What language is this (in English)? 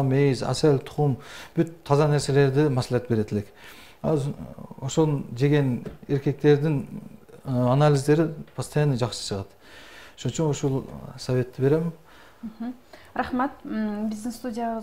Kyrgyz